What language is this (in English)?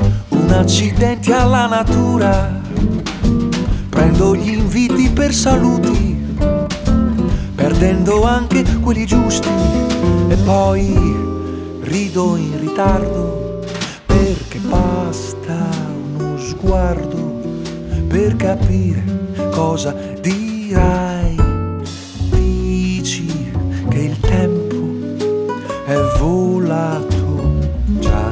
Italian